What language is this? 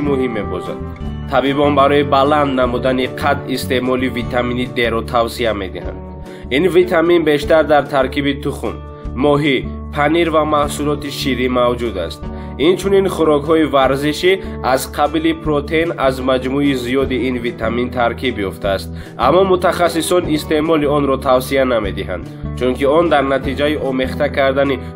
Tajik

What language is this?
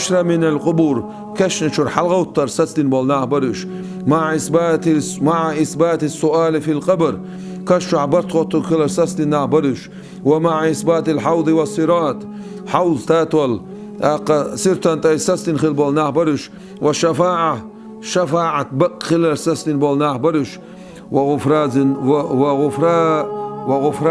Chechen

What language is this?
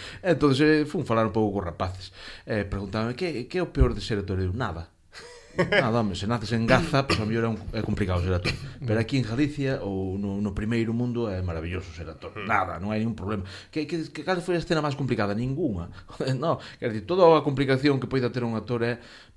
Galician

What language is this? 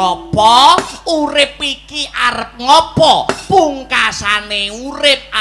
Javanese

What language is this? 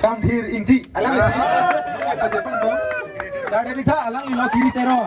Karbi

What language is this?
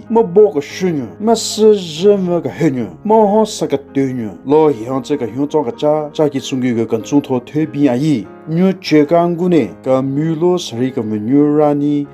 Southern Rengma Naga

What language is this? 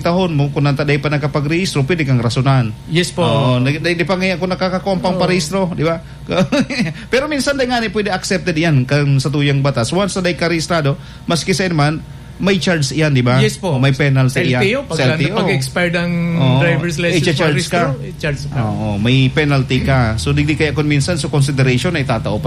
Bikol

